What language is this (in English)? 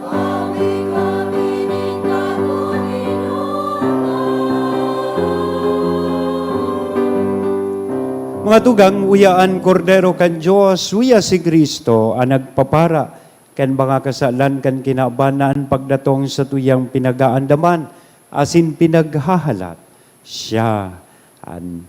Bikol